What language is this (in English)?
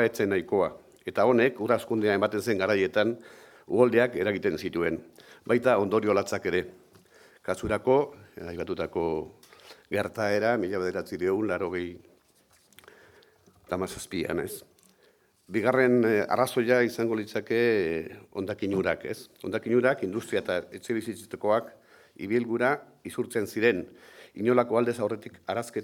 Basque